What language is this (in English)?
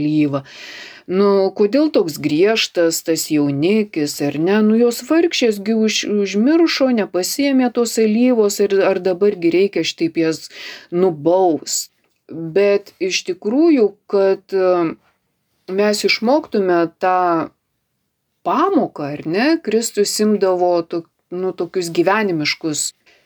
Lithuanian